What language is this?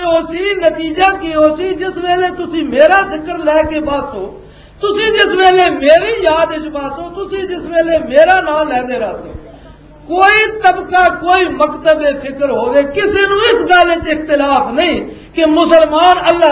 Western Panjabi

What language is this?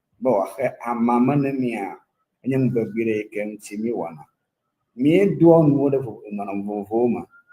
Ewe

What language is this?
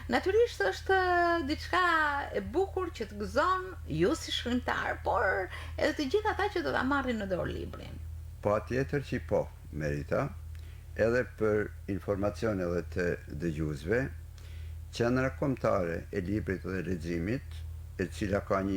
Albanian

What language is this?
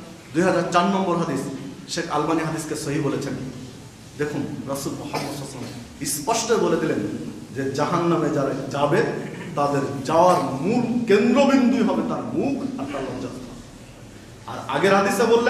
Bangla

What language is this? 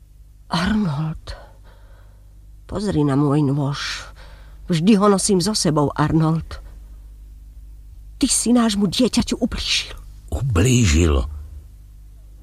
Slovak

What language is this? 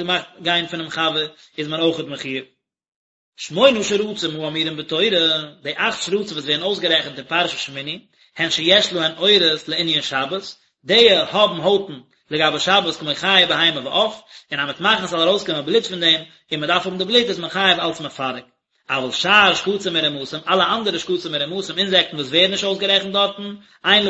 Yiddish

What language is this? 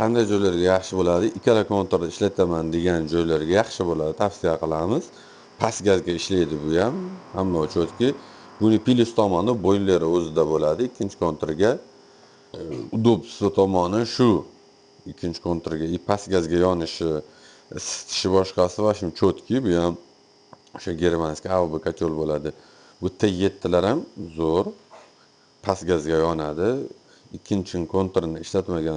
Uzbek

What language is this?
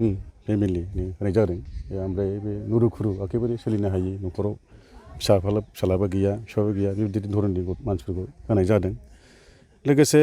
Bodo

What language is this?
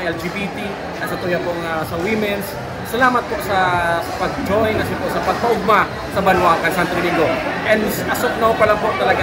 Bikol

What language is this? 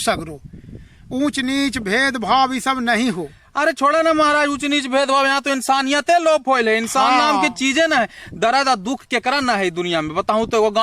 Magahi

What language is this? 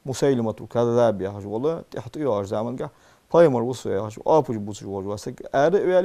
Ingush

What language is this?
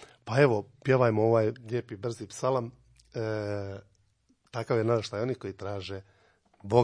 Croatian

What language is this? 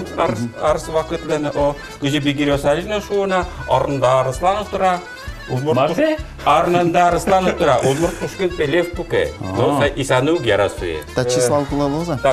Udmurt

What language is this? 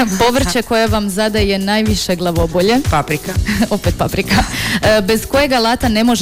Croatian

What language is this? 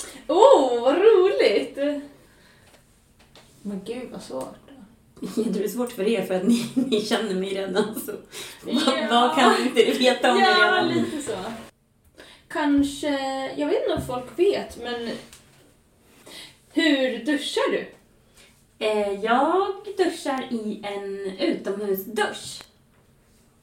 Swedish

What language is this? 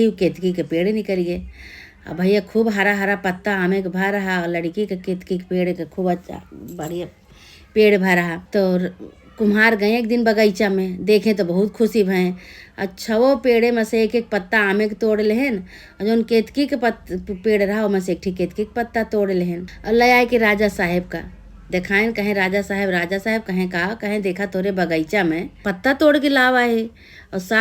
Awadhi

